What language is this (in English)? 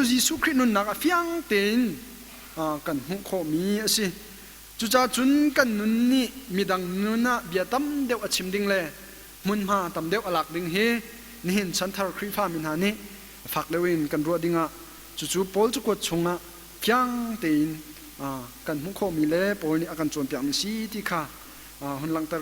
Hakha Chin